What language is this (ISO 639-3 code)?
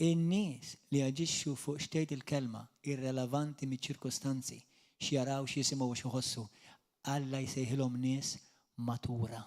mlt